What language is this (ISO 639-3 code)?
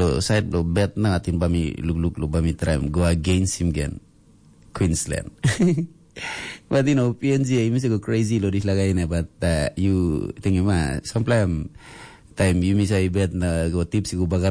tpi